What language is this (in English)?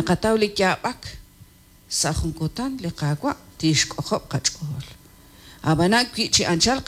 Kekchí